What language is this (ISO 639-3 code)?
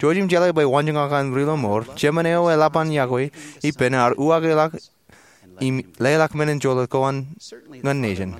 mah